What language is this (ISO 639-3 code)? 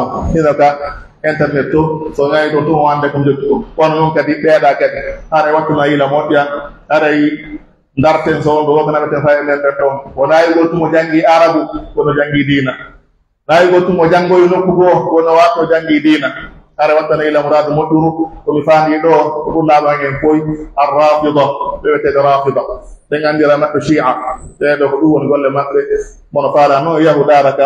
fuf